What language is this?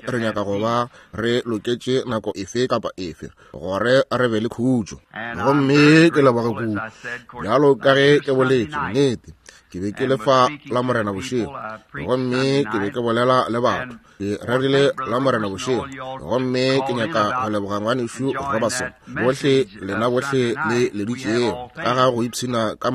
Northern Sotho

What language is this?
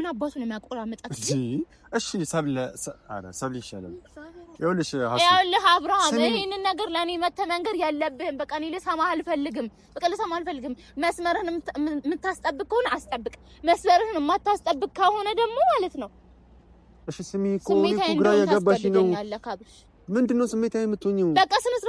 Amharic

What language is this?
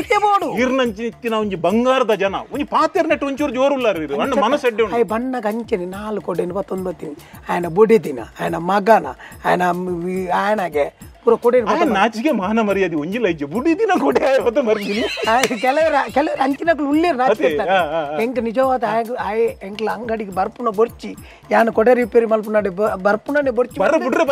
Tulu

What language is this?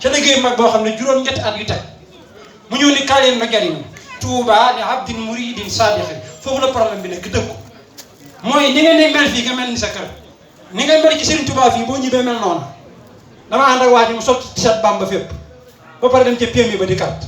Wolof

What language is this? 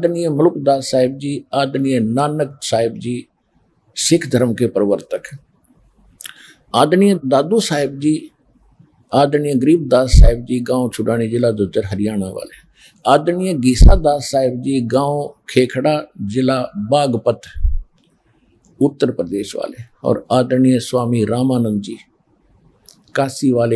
Hindi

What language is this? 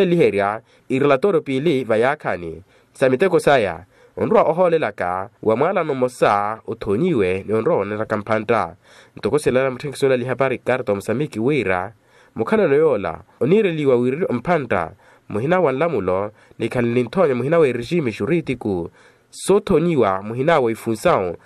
Makhuwa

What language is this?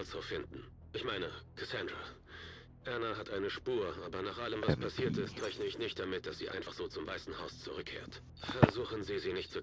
Bavarian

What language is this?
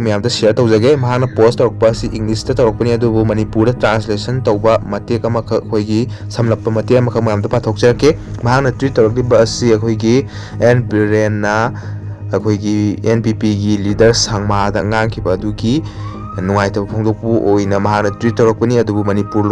Manipuri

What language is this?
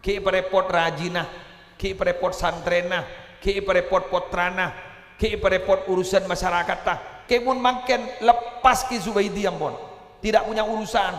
Madurese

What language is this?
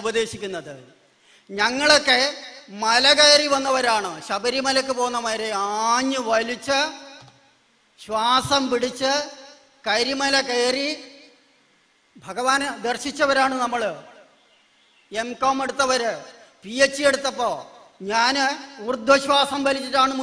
Malayalam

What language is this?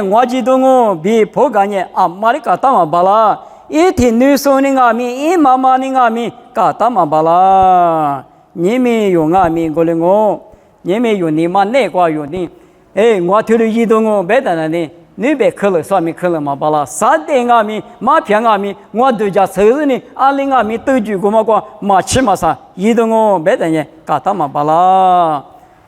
Lisu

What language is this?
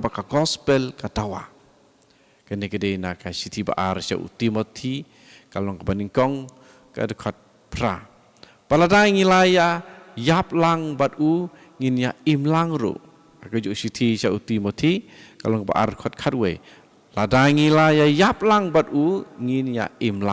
Khasi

